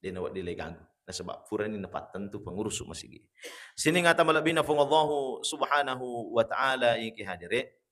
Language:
Buginese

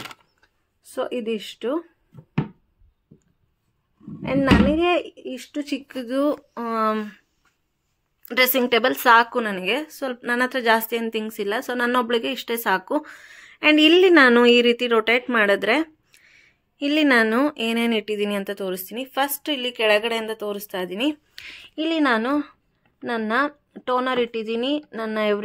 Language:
Kannada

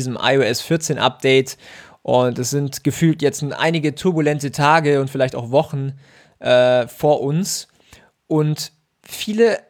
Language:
German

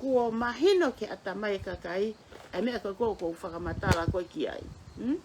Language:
Tongan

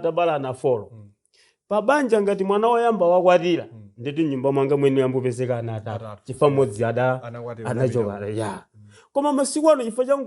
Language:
Nyanja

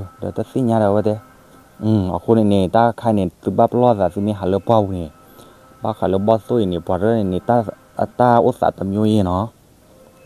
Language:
S'gaw Karen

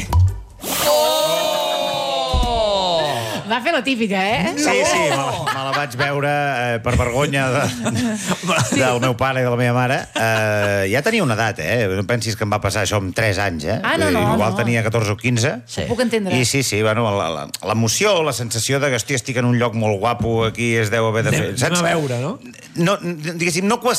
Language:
Catalan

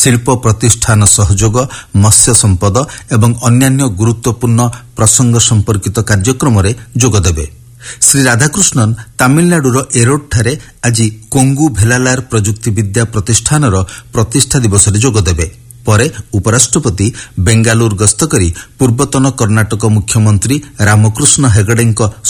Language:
Odia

